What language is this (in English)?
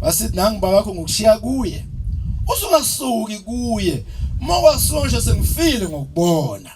Zulu